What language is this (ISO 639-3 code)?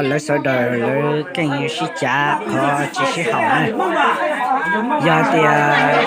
hmn